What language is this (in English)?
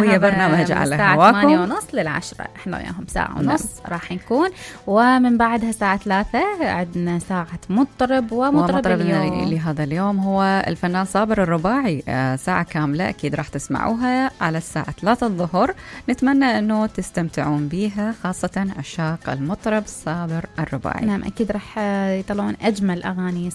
Mesopotamian Arabic